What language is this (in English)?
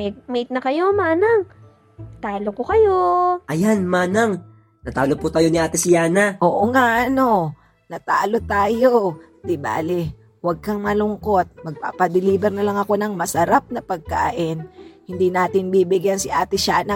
Filipino